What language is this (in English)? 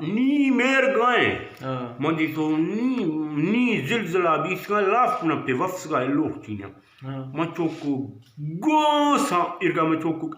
Eastern Balochi